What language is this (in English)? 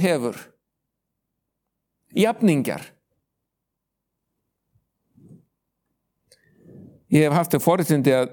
Icelandic